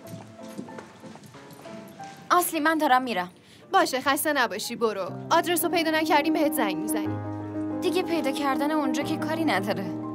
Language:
Persian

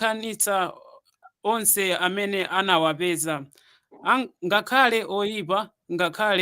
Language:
Nyanja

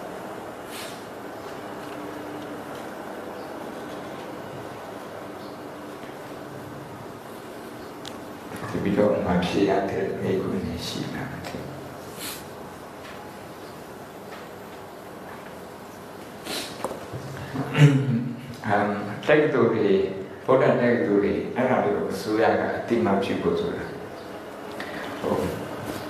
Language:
Burmese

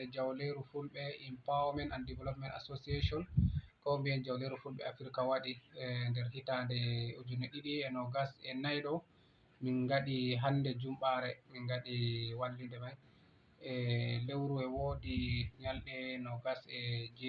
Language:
Fula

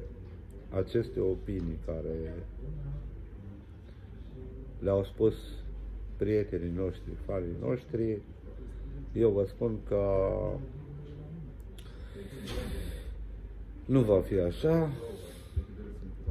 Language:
Romanian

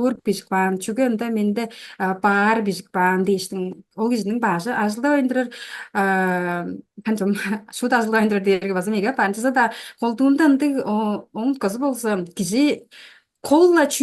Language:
Tuvinian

